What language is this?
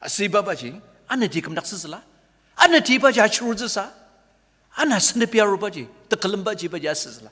Ao Naga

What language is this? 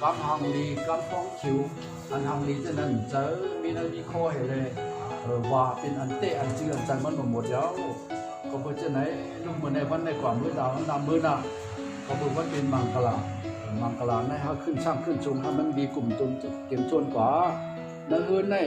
Shan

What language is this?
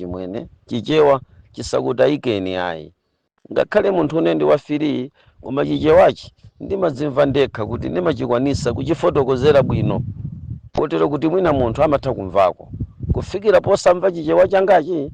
Nyanja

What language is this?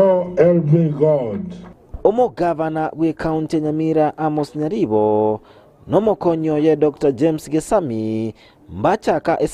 Gusii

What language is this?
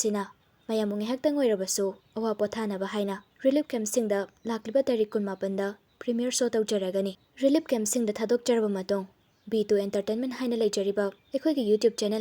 Manipuri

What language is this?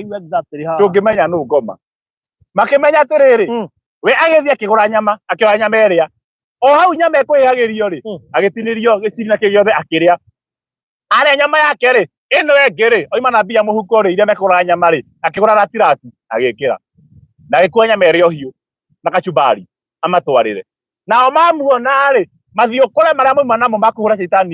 Kikuyu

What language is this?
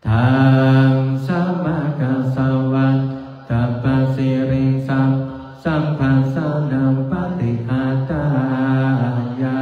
Pali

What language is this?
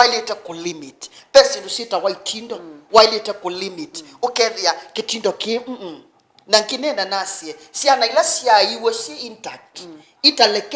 Kamba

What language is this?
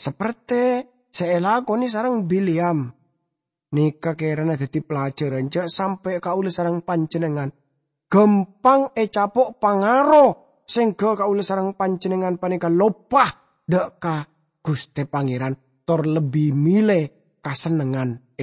Madurese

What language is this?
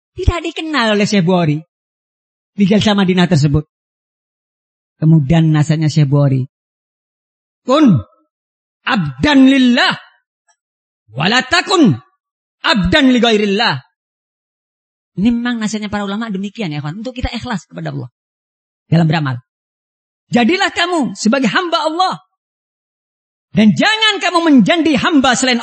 Indonesian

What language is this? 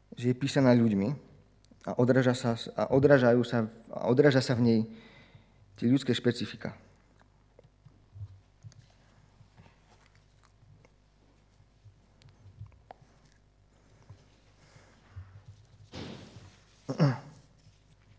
Slovak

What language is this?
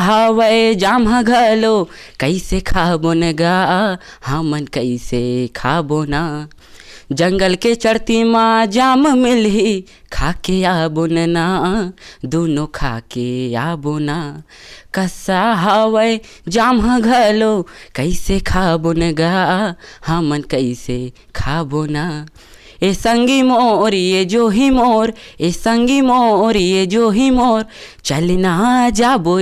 Chhattisgarhi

